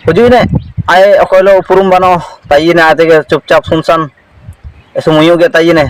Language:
Ho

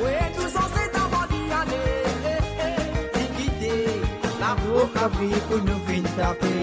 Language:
Morisyen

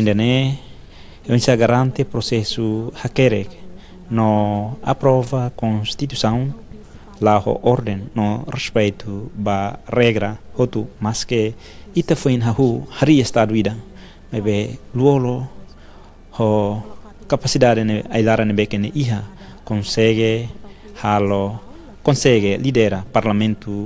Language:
Tetum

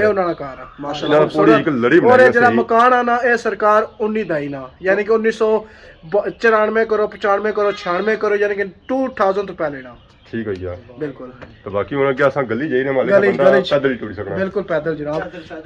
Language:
Pahari-Potwari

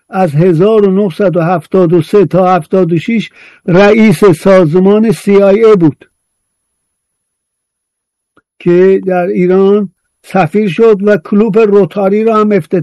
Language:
Persian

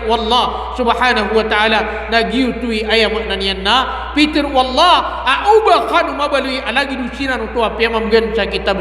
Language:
Maranao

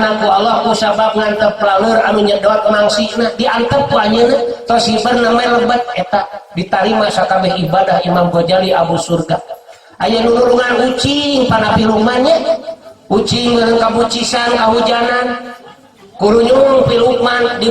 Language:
Sundanese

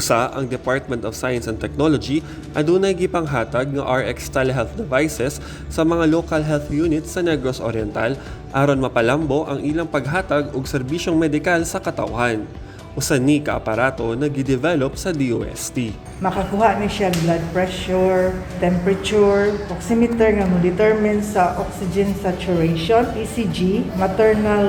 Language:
Cebuano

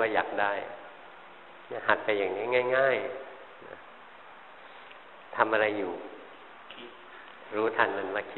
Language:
Thai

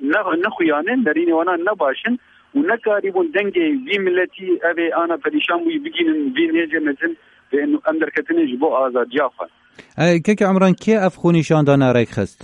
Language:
Kurdish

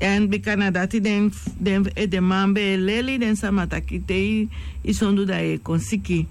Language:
Sranan Tongo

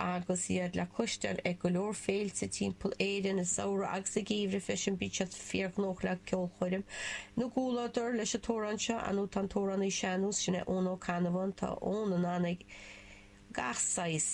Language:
Irish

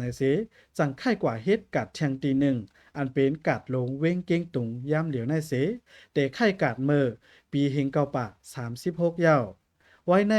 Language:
Shan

